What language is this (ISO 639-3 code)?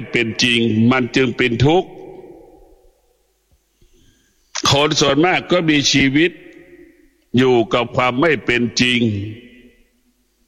tha